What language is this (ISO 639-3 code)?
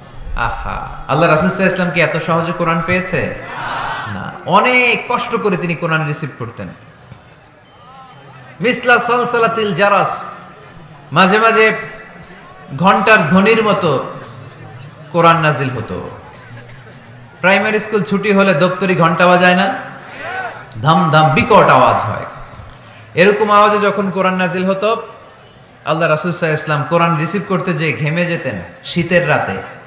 ben